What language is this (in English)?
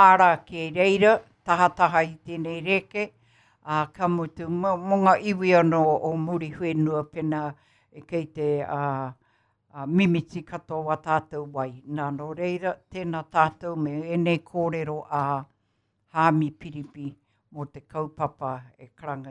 Māori